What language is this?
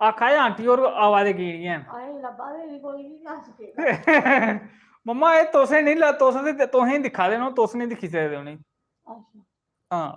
Dogri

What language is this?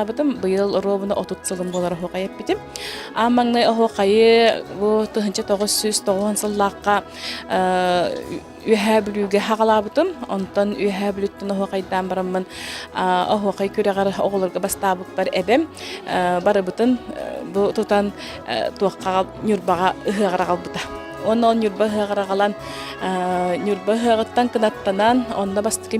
Yakut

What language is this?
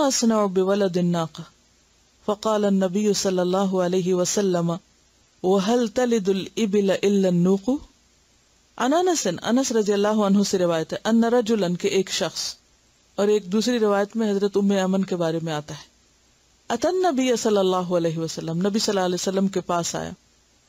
Urdu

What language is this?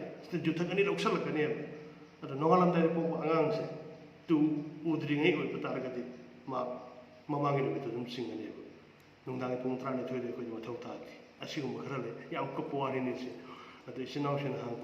Manipuri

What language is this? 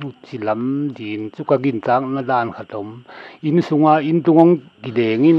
Paite Chin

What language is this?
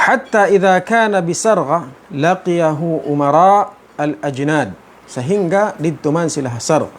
Tausug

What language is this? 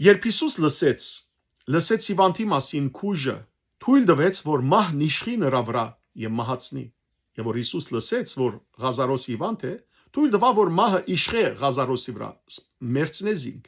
Western Armenian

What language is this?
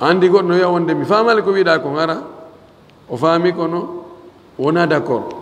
Fula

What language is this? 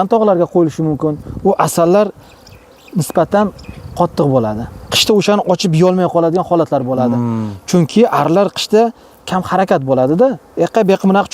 Uzbek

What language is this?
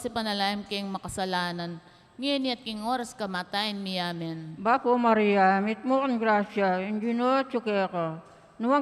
Pampanga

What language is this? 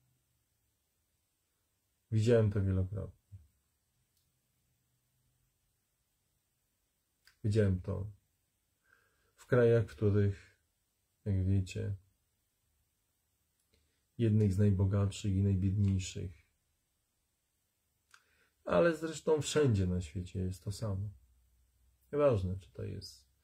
Polish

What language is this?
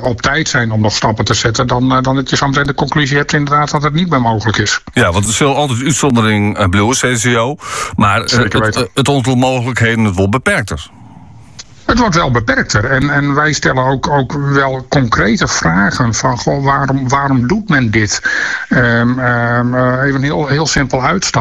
Dutch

